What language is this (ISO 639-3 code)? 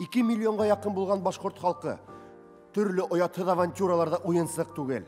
bak